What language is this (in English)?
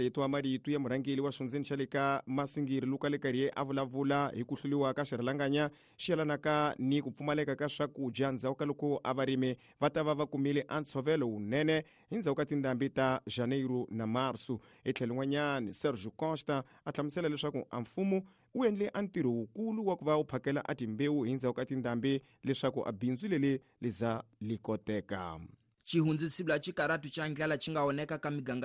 Tsonga